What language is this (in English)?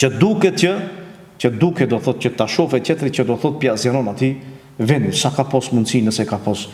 Albanian